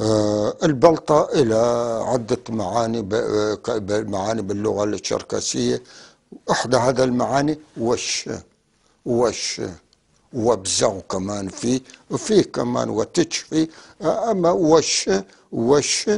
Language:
North Levantine Arabic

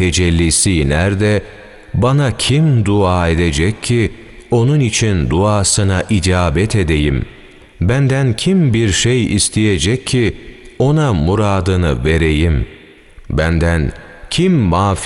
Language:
Turkish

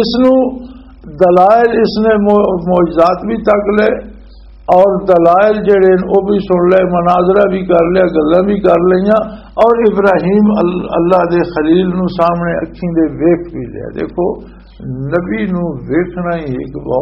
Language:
Western Panjabi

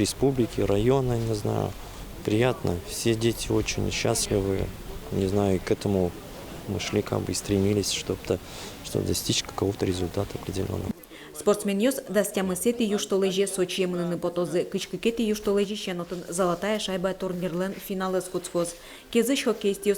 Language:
Udmurt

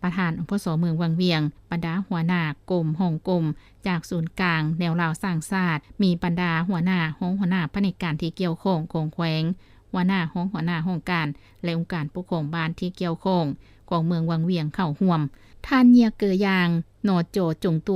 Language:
Lao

